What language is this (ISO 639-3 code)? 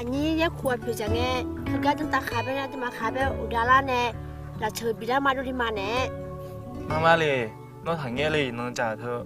ahk